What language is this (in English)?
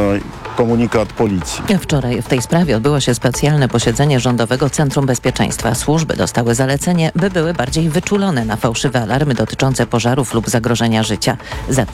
Polish